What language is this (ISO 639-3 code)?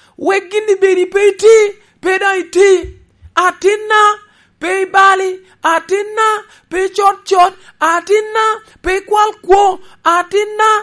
laj